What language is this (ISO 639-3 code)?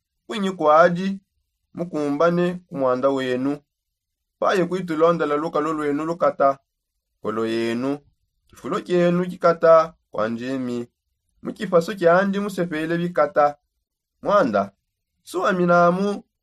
sop